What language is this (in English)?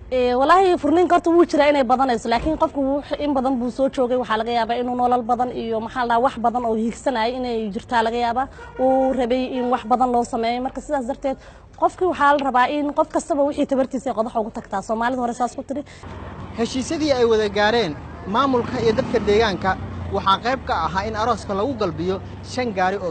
Somali